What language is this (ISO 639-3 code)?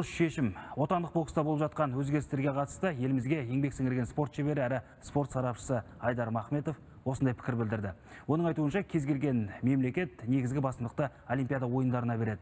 kaz